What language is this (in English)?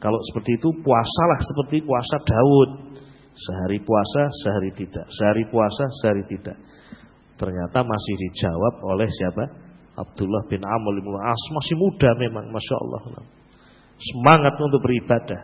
Indonesian